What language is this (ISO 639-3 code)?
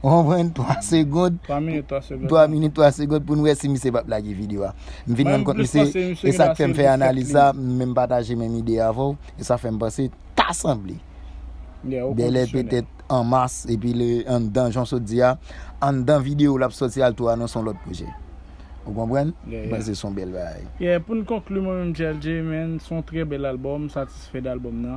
hat